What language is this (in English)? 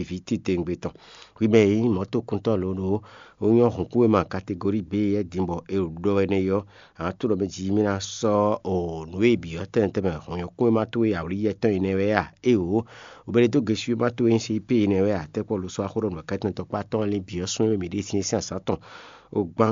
Fon